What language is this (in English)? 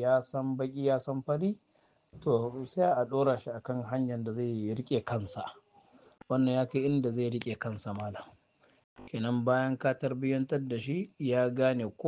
Hausa